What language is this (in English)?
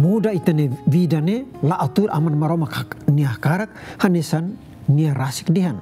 Tetum